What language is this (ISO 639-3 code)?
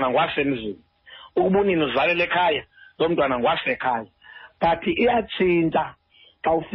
xho